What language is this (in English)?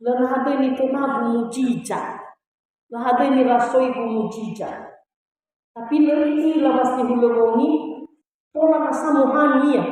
Nias